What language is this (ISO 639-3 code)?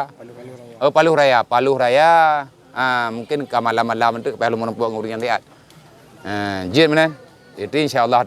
ace